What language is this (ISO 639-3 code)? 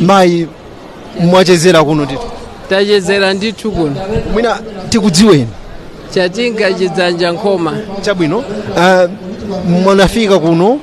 nya